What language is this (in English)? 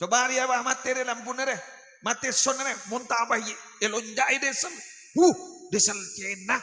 Madurese